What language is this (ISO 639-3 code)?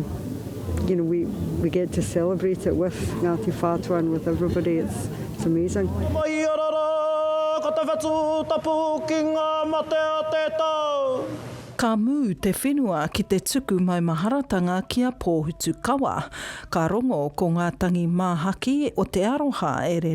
mri